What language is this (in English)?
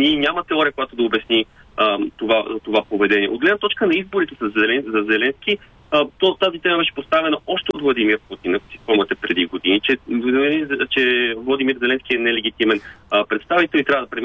Bulgarian